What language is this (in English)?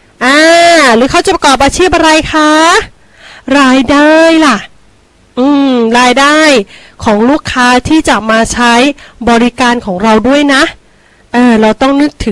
Thai